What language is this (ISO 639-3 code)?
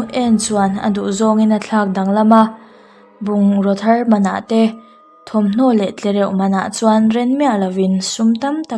lus